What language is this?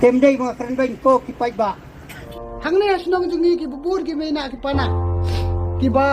Khasi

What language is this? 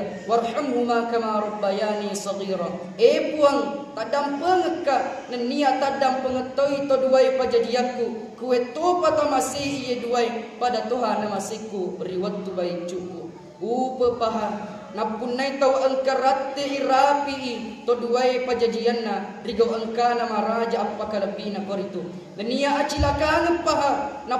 Buginese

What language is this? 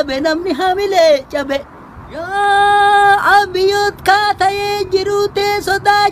Oromo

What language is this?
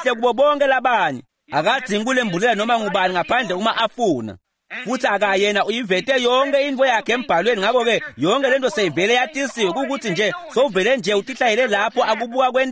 Swati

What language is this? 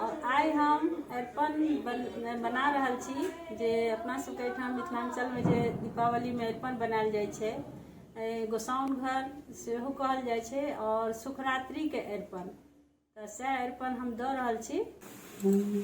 Maithili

